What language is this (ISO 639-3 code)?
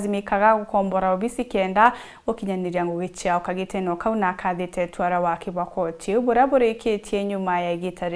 mer